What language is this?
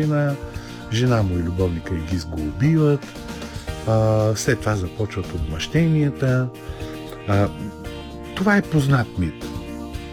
Bulgarian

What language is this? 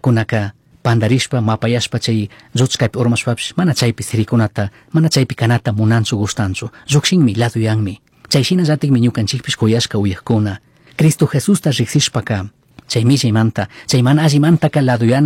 Chimborazo Highland Quichua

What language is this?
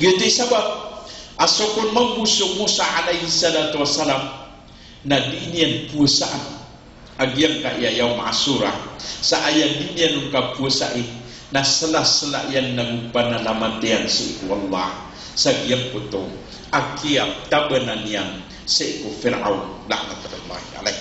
Maranao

